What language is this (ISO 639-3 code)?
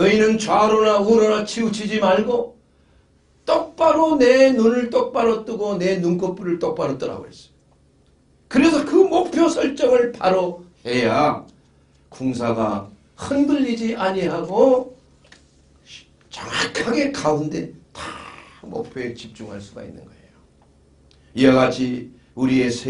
kor